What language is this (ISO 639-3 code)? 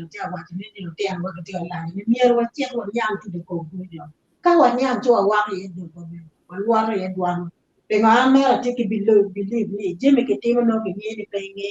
ach